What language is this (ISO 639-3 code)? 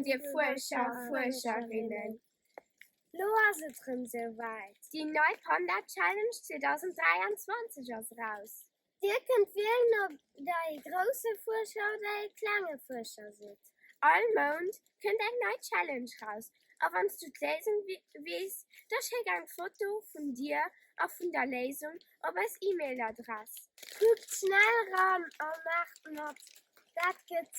ltz